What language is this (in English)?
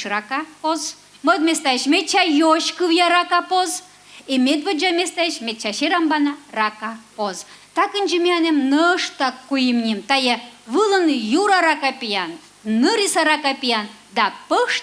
Komi